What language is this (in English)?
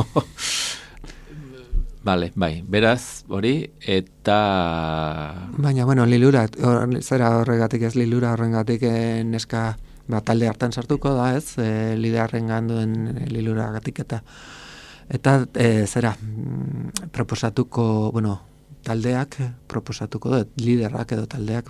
Basque